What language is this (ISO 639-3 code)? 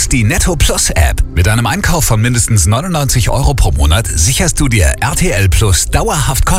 deu